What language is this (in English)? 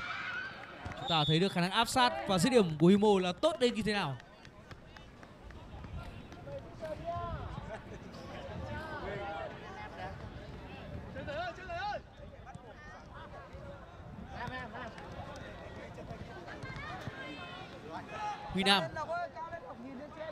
Vietnamese